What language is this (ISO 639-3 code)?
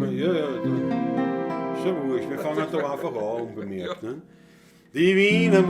bar